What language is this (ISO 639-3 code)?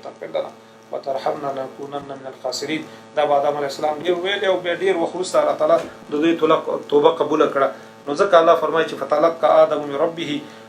pus